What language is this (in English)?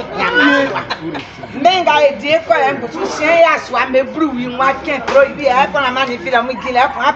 Baoulé